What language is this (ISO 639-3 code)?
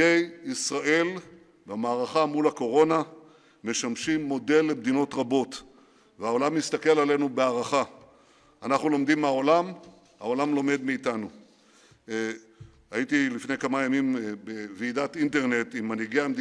heb